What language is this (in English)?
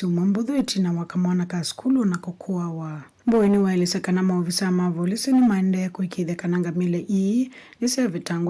Kamba